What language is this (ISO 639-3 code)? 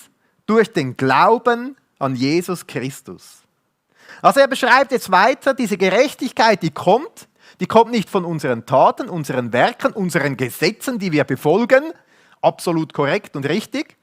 gsw